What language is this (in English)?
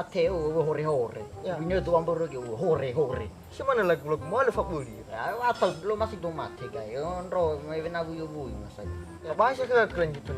Nias